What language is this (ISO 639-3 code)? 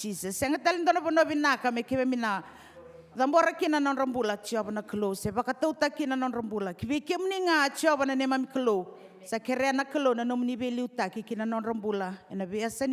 fij